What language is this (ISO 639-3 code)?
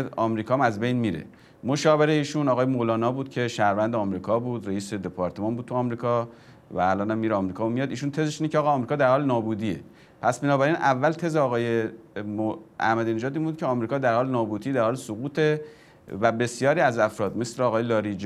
fas